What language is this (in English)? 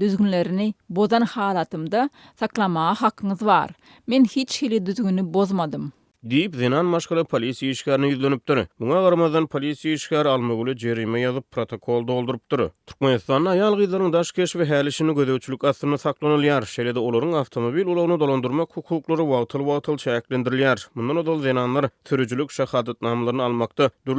Turkmen